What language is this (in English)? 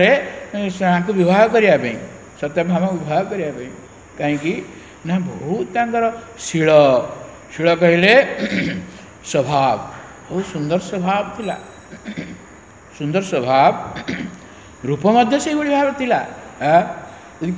Odia